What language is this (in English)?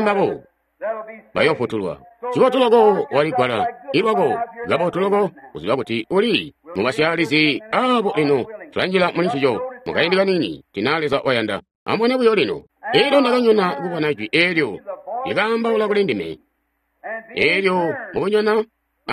Tonga (Zambia)